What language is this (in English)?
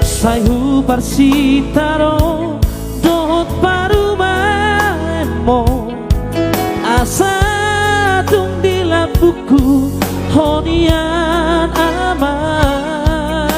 Batak Toba